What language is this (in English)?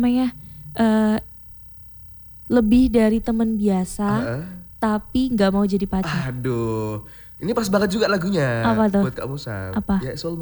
Indonesian